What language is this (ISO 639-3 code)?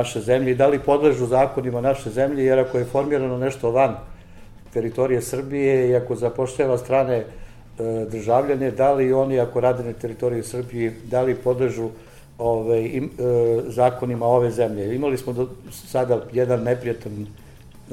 srp